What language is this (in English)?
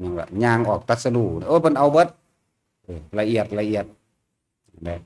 Lao